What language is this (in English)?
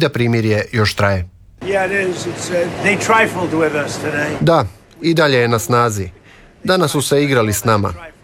Croatian